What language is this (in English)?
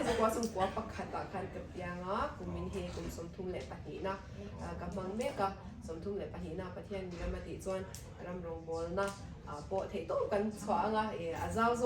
Mizo